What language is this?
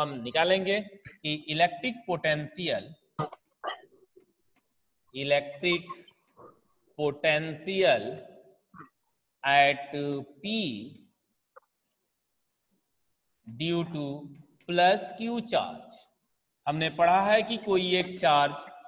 Hindi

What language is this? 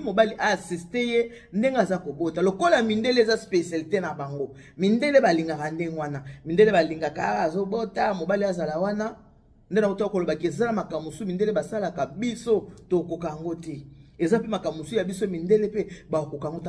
Lingala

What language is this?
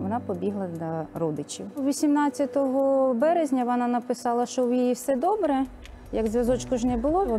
Ukrainian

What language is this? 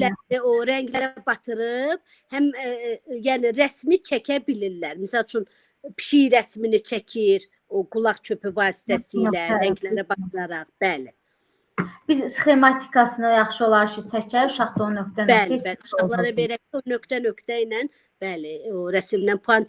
Azerbaijani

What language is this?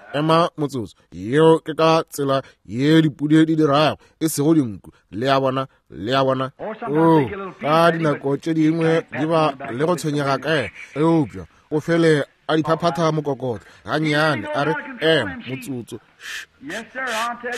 Northern Sotho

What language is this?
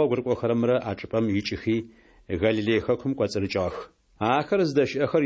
Adyghe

